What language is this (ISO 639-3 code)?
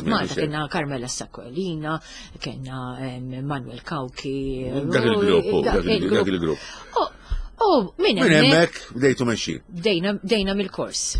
mlt